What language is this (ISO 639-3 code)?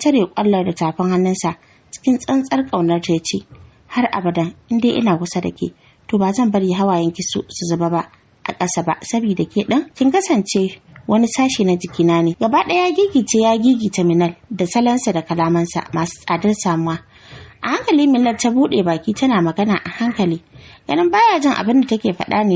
hau